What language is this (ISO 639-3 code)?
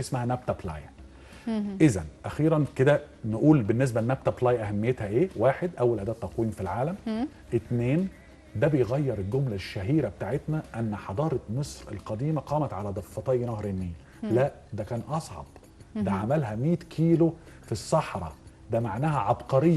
arz